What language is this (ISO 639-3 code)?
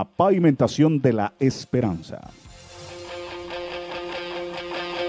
spa